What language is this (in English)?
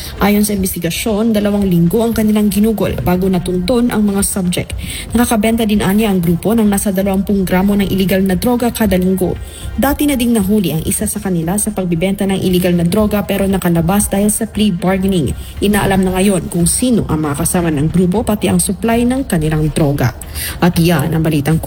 Filipino